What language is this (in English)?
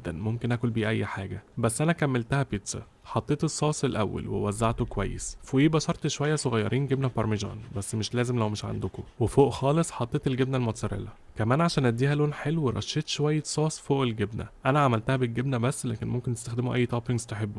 Egyptian Arabic